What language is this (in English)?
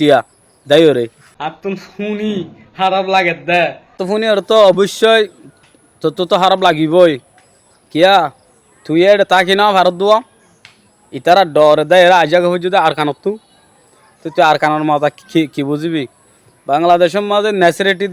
Rohingya